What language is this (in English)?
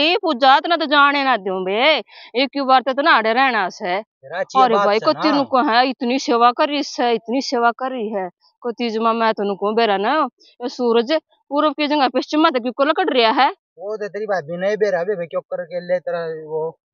Haryanvi